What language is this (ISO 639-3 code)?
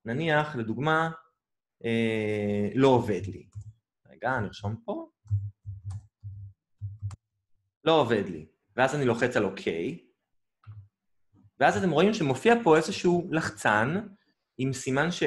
heb